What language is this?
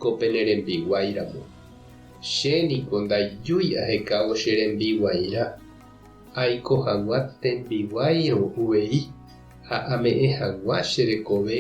Guarani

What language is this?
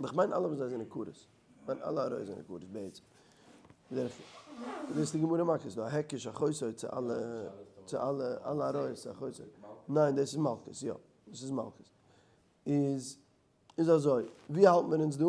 Yiddish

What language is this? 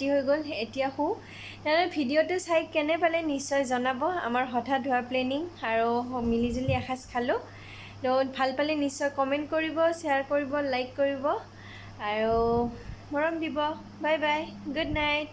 Assamese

